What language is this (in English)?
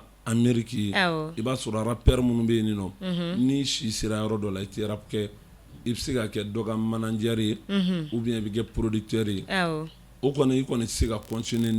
Bambara